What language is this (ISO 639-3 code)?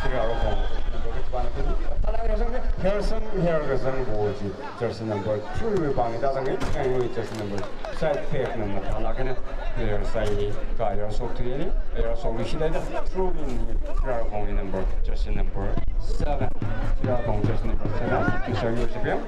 nmf